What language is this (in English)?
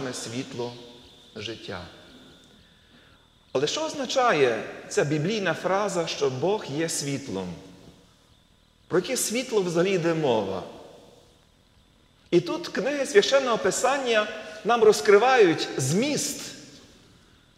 Ukrainian